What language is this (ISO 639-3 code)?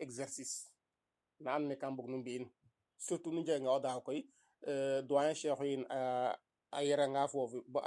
srr